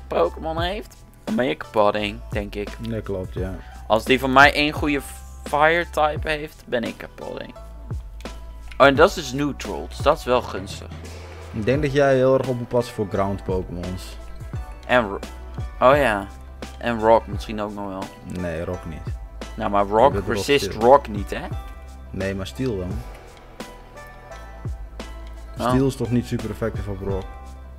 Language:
Dutch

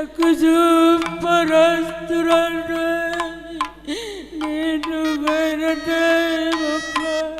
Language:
Batak Karo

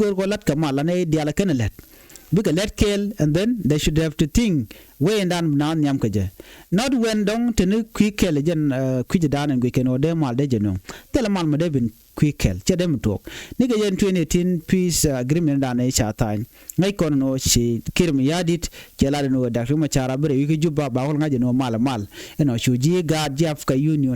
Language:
Nuer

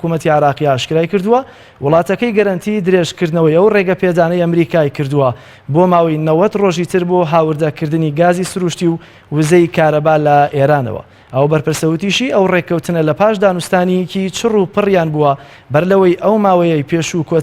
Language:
Central Kurdish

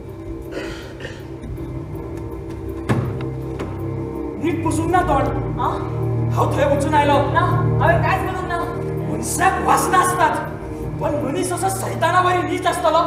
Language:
Konkani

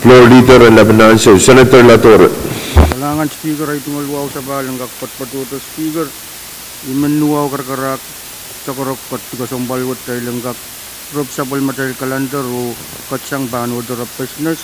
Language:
Pohnpeian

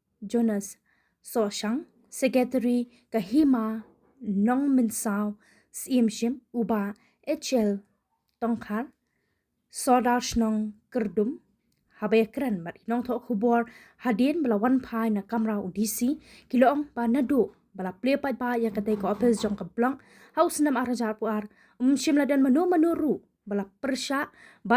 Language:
Khasi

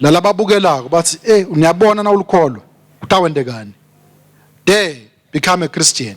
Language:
Swati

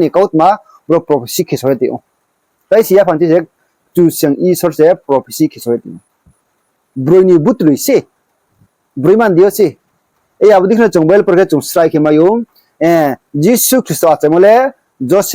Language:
Riang (India)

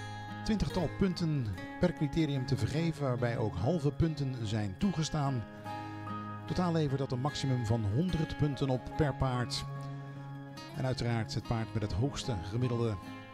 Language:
Dutch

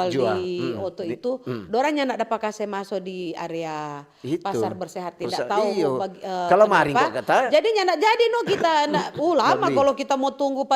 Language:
Manado Malay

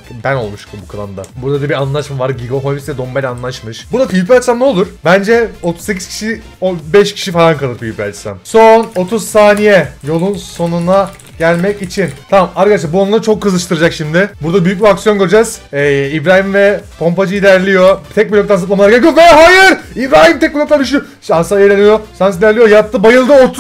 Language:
Turkish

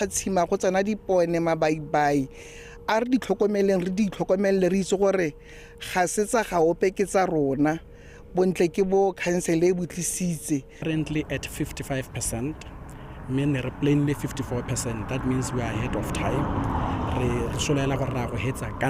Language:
Tswana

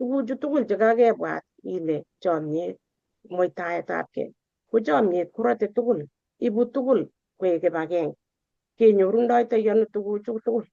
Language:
Kalenjin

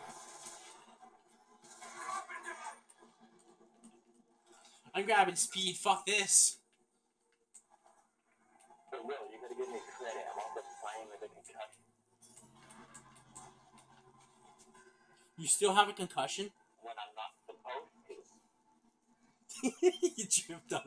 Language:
English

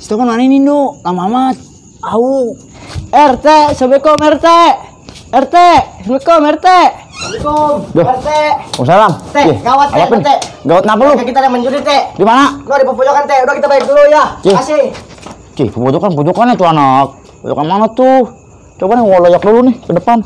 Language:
Betawi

